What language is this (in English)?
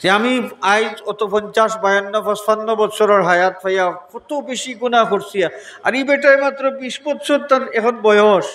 Sylheti